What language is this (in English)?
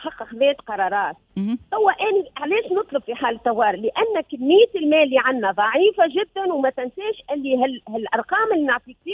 Tunisian Arabic